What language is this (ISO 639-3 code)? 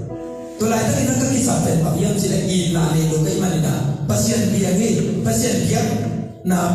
ctd